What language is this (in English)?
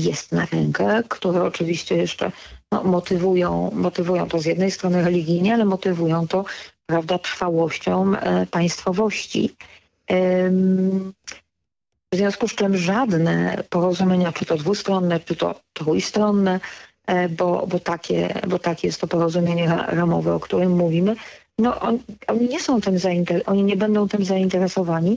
Polish